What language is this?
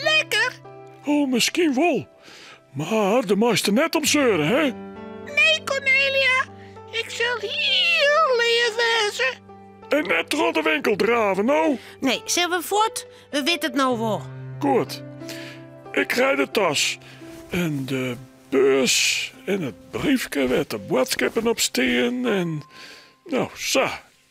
Western Frisian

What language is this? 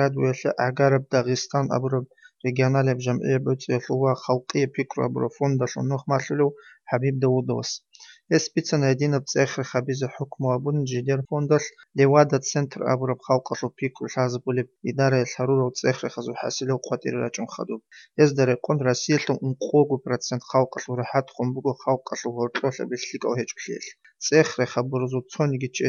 Avaric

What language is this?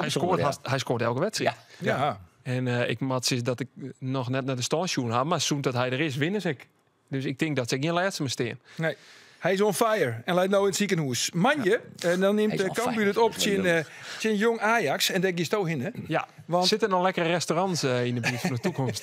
Western Frisian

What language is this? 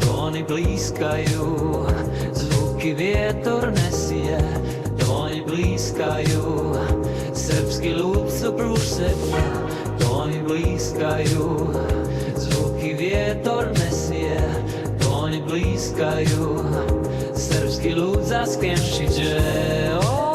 Upper Sorbian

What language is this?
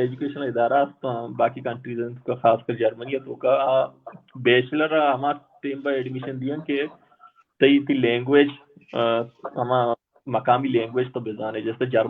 Baluchi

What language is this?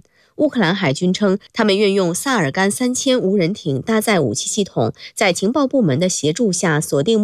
Chinese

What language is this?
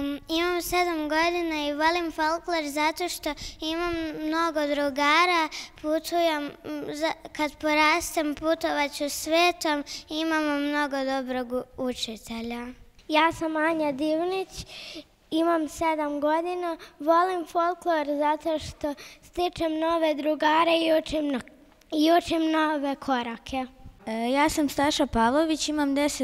Serbian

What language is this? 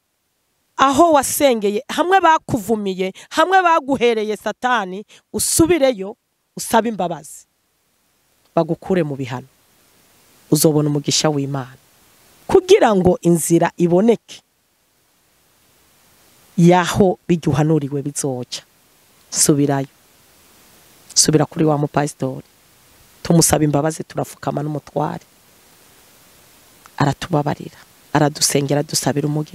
Rundi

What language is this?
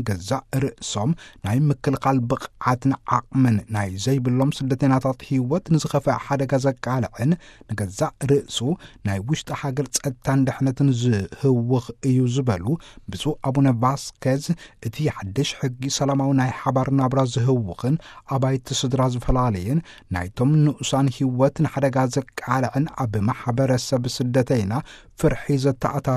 Tigrinya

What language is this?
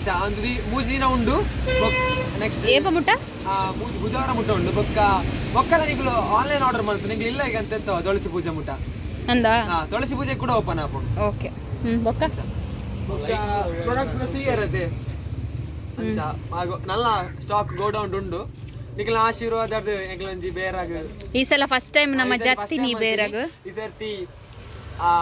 Tulu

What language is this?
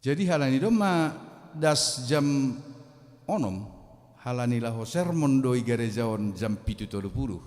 Batak Simalungun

